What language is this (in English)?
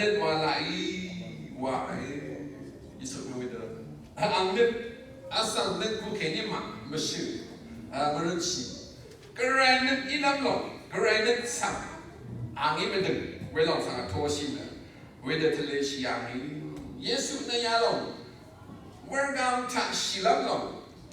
Rawang